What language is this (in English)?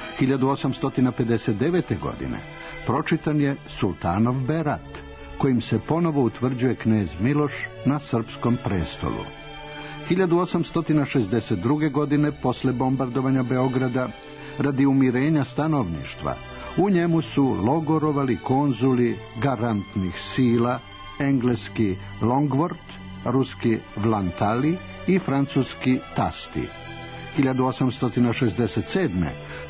Serbian